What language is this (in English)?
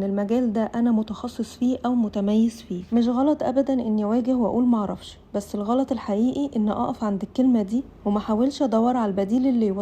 Egyptian Arabic